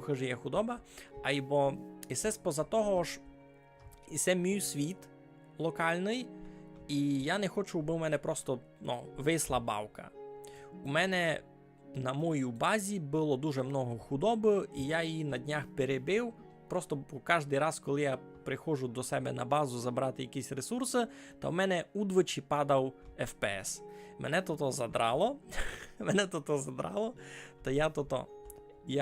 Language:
Rusyn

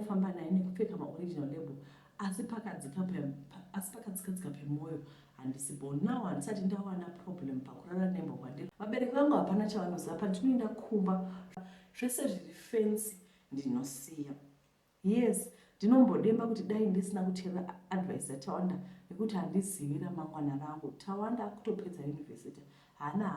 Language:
Shona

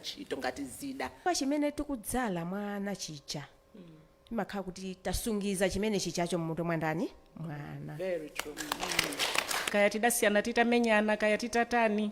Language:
Nyanja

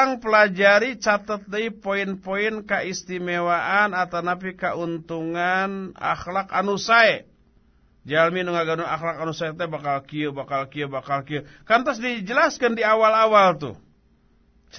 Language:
Sundanese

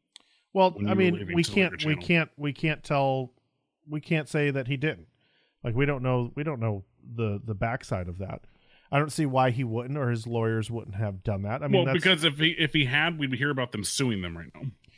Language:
English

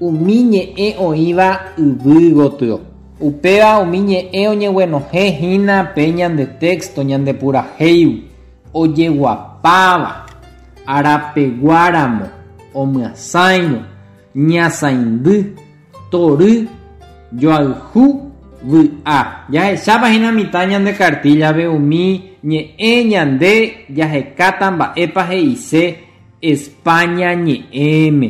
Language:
Guarani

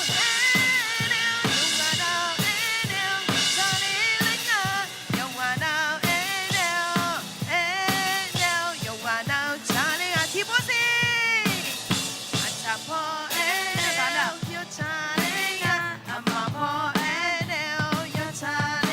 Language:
Akha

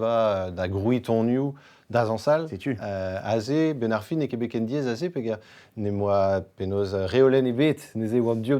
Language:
Breton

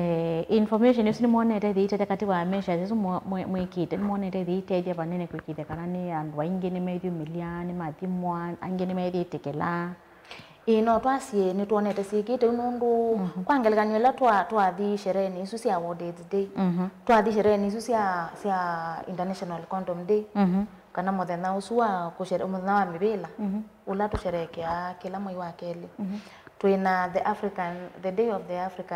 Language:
Kamba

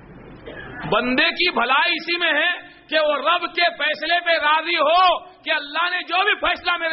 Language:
Urdu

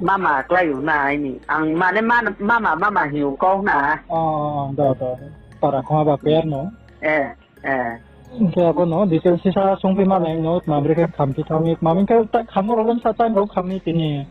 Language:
Riang (India)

